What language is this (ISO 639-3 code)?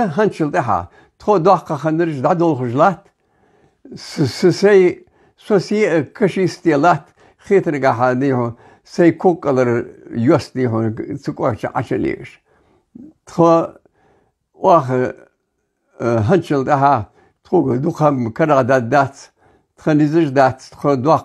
inh